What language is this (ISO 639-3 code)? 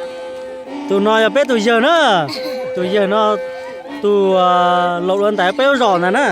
hmn